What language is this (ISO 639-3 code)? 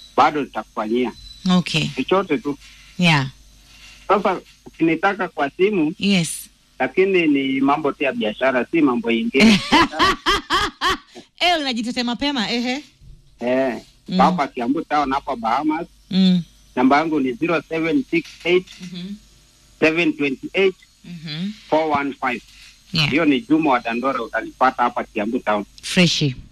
swa